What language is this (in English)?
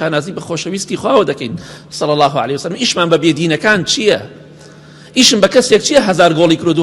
Central Kurdish